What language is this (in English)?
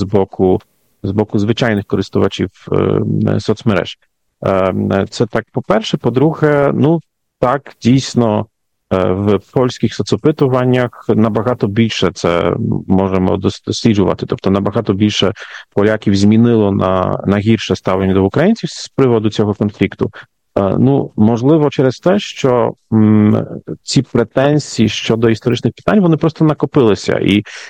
Ukrainian